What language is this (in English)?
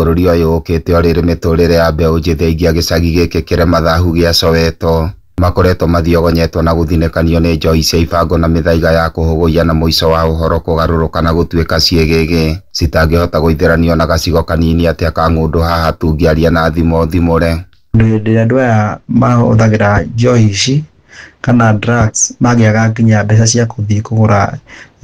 Kikuyu